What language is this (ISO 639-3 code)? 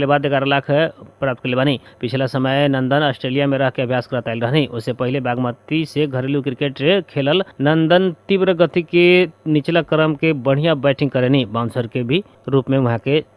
bho